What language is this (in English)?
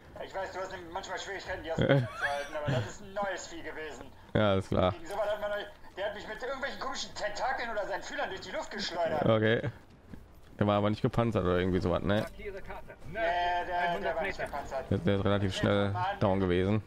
German